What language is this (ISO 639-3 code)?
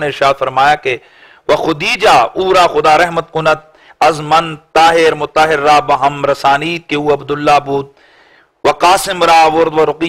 urd